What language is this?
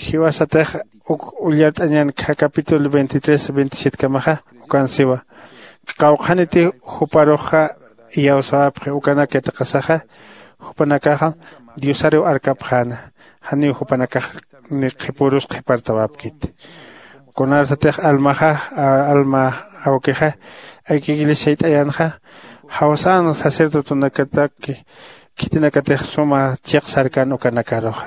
Aymara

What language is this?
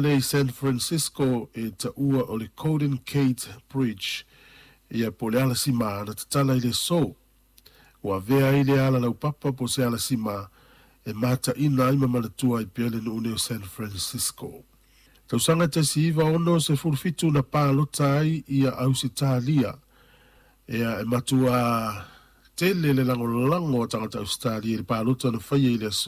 Samoan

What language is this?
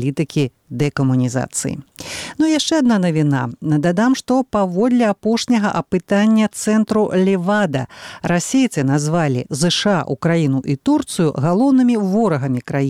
Belarusian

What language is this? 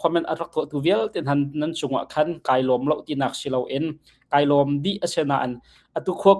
Hakha Chin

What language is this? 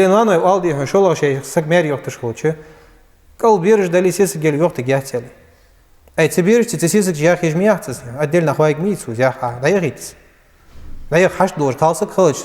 Ingush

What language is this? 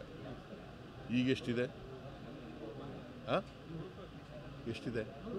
Kannada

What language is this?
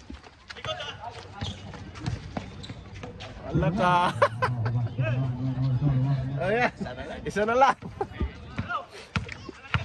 Filipino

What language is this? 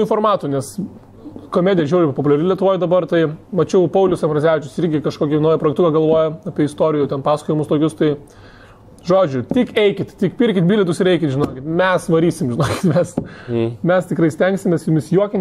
Lithuanian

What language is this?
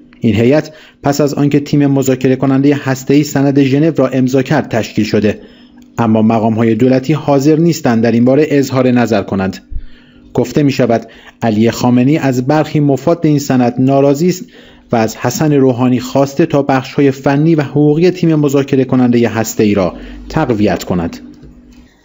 Persian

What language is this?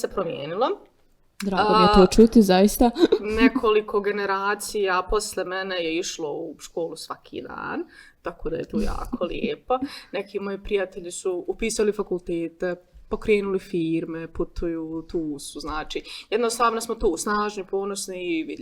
Bosnian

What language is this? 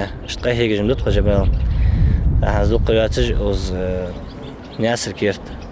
Ingush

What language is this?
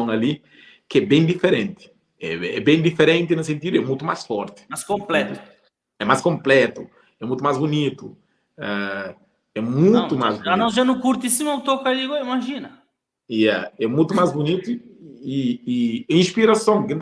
Kabuverdianu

